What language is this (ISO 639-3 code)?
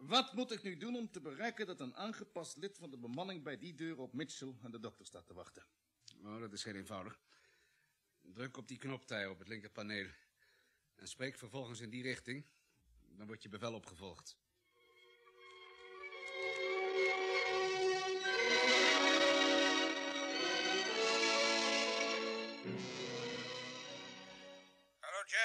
nld